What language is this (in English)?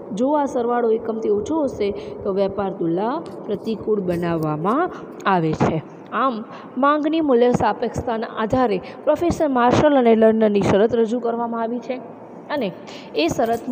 Gujarati